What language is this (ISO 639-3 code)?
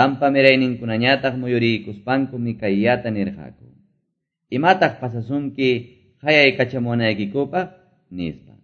que